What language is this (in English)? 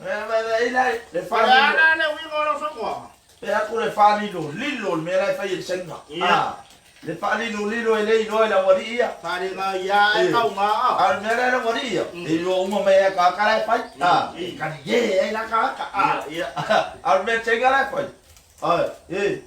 Samoan